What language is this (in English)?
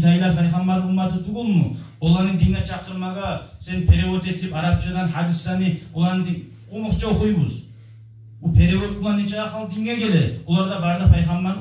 Kumyk